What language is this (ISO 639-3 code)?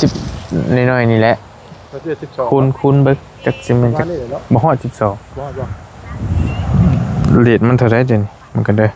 tts